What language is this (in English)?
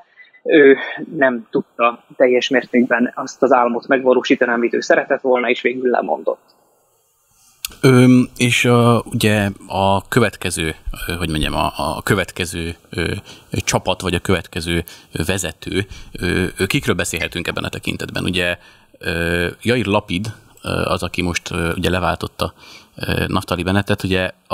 Hungarian